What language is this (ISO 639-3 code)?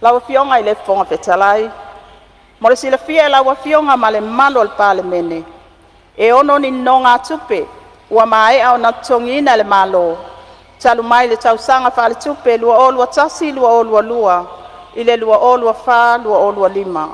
smo